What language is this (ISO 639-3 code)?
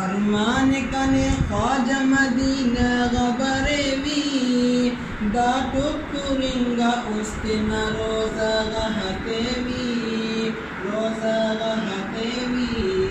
brh